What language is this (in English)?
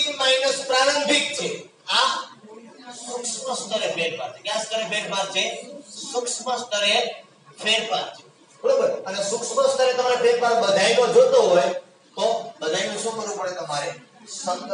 Gujarati